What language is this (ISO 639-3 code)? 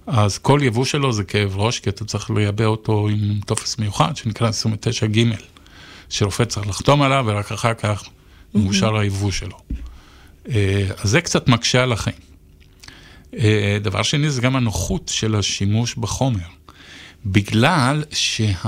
heb